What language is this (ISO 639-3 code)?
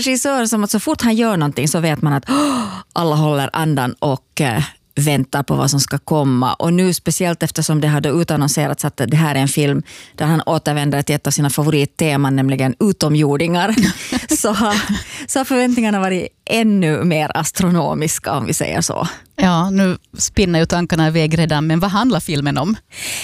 swe